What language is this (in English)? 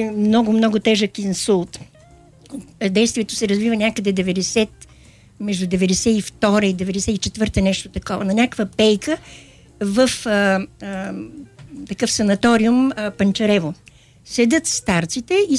Bulgarian